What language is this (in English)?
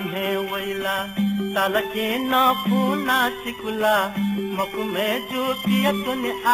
Newari